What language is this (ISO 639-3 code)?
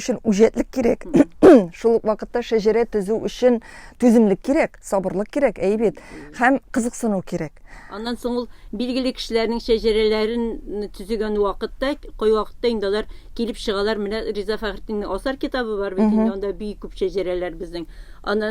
tat